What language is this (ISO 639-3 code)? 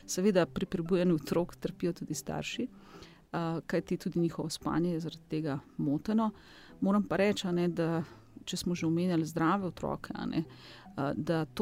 slv